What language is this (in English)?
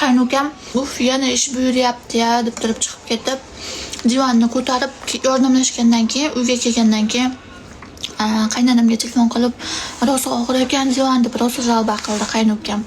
Uzbek